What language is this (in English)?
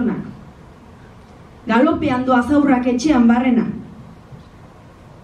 Basque